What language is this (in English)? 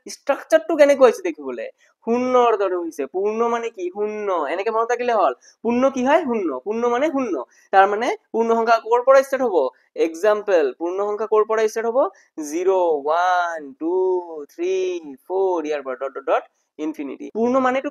Assamese